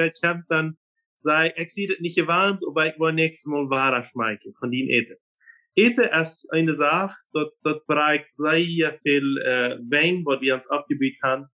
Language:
Plautdietsch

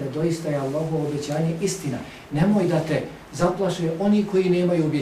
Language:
Bosnian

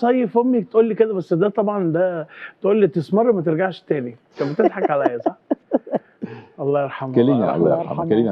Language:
Egyptian Arabic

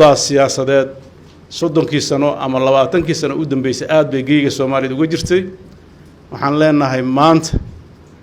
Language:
Somali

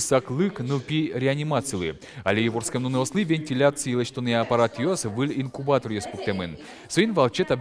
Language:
Udmurt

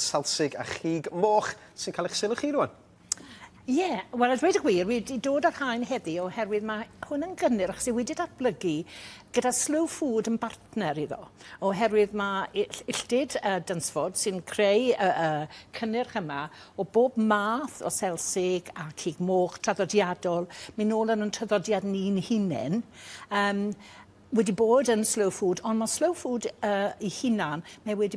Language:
Welsh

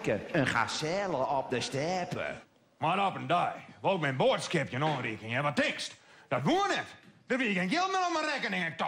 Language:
Western Frisian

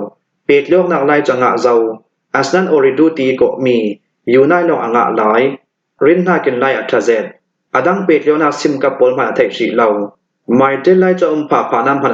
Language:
Hakha Chin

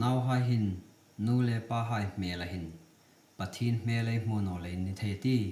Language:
Hmar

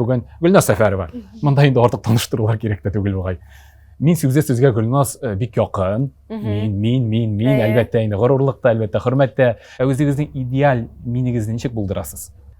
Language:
Tatar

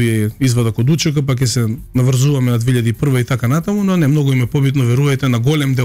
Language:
Macedonian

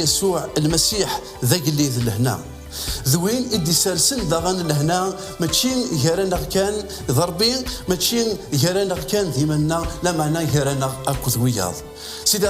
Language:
Kabyle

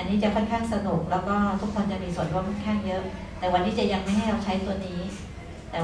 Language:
Thai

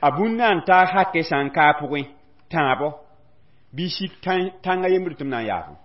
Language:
Mossi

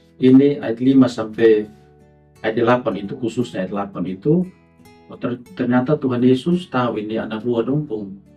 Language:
Kupang Malay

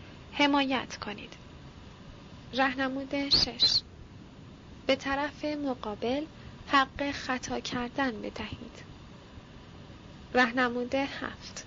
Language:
Persian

